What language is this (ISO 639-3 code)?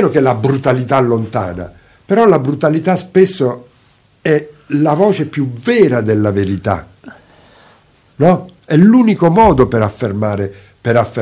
ita